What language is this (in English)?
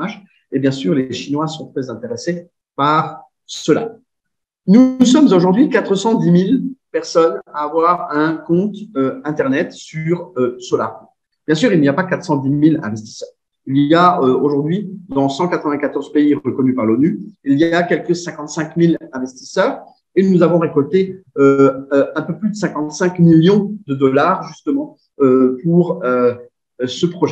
French